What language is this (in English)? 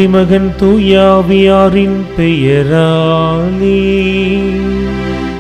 Tamil